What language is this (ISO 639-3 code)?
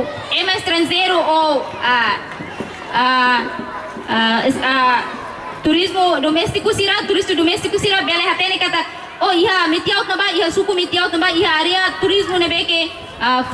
tet